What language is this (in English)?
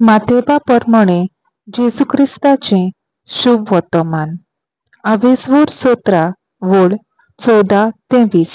Konkani